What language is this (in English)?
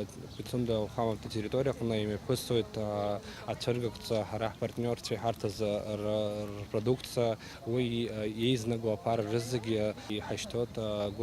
Abkhazian